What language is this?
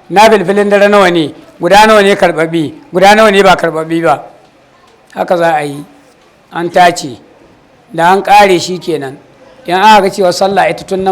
Hausa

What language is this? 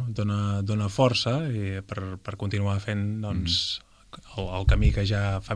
Catalan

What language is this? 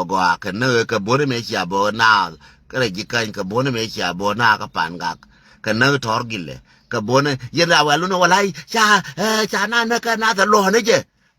Nuer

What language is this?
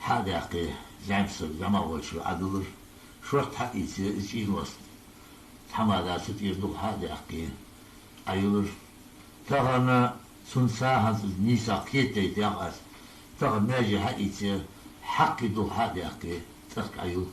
Ingush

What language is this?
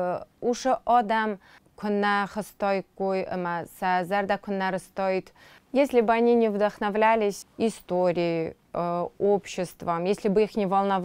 Ossetic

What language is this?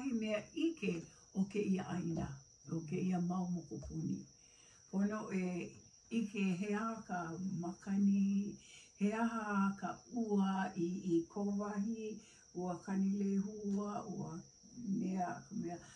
Hawaiian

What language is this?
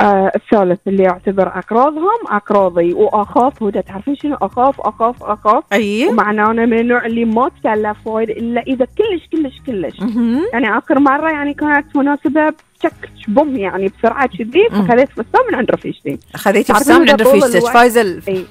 Gulf Arabic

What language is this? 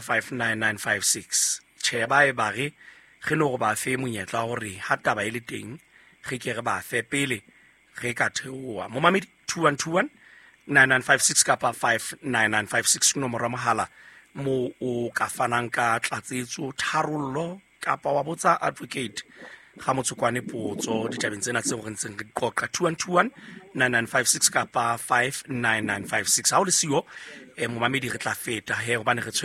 Southern Sotho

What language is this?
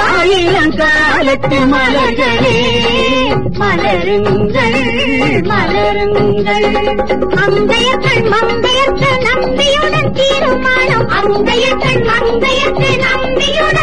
Tamil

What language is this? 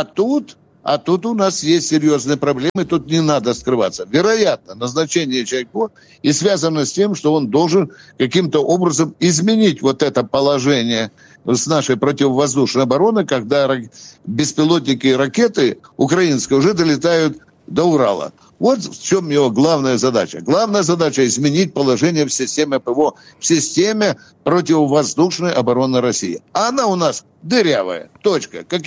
Russian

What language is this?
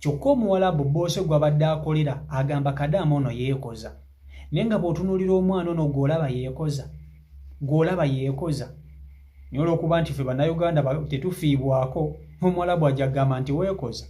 Ganda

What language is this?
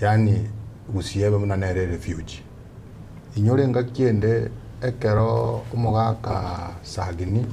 Gusii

